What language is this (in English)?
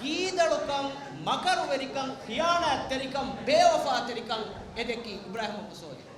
Divehi